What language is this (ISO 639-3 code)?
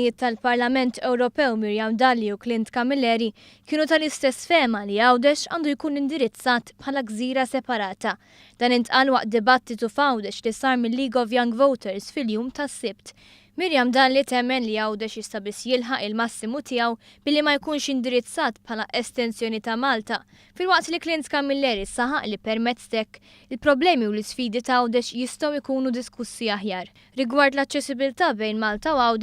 mlt